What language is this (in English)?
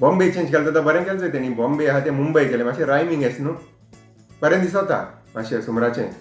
Konkani